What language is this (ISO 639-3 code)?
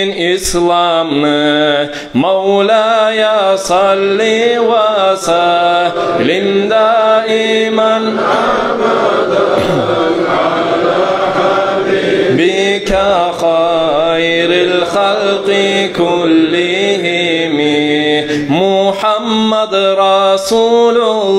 kum